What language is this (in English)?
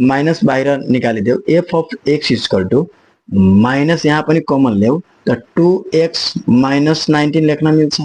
Nepali